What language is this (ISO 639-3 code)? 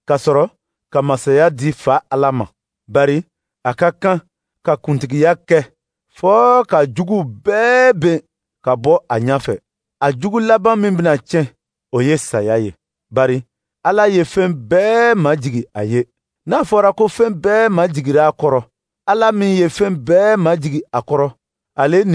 dyu